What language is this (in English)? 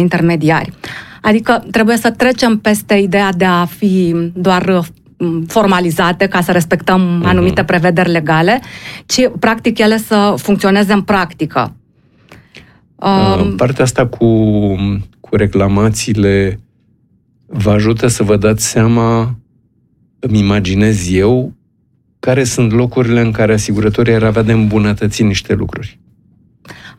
Romanian